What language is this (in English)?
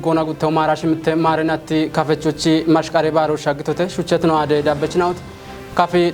Kafa